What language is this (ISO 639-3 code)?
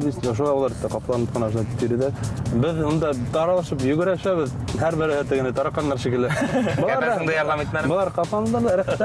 bak